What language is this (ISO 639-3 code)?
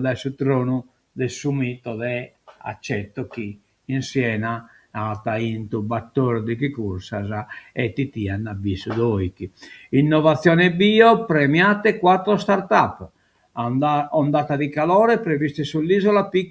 srd